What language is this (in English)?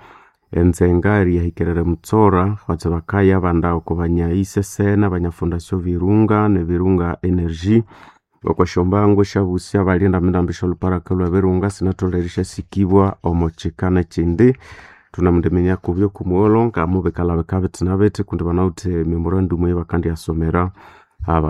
Nande